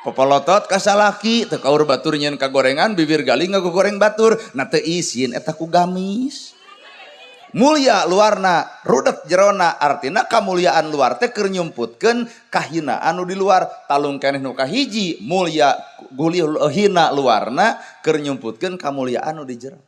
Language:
Sundanese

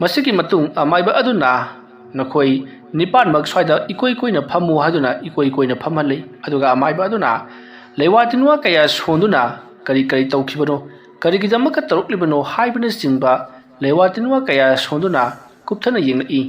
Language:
Manipuri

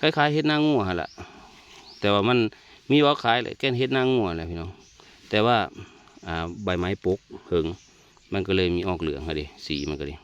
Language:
Northeastern Thai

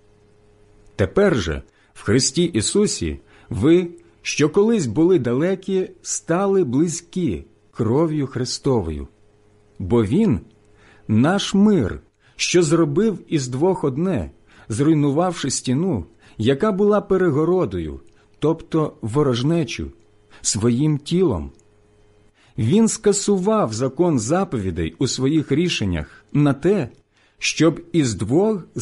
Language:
Ukrainian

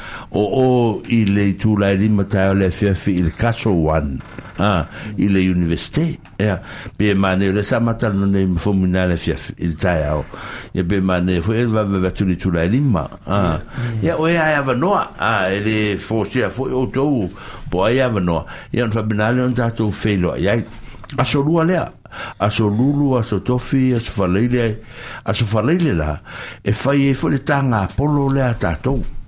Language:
Samoan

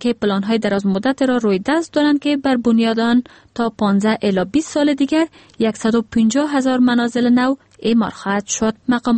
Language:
Persian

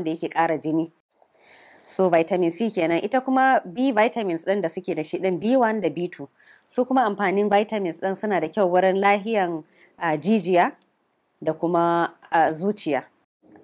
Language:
Hausa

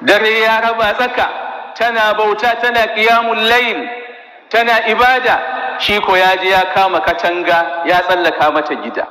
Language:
Hausa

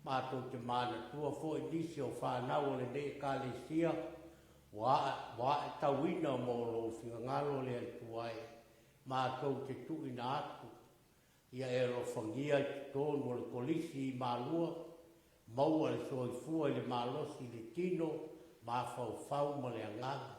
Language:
Samoan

